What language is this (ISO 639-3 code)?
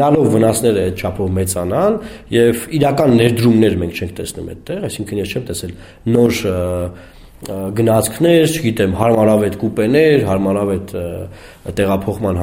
hye